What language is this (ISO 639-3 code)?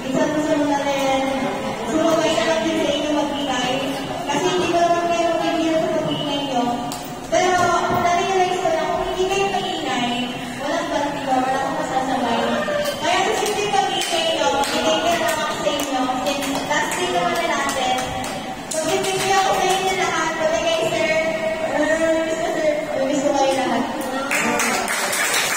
fil